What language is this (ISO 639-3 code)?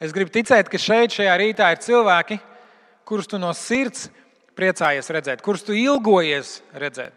lav